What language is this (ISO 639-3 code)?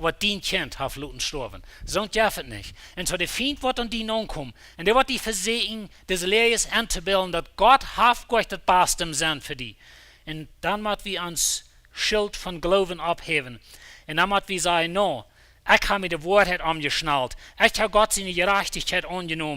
pdt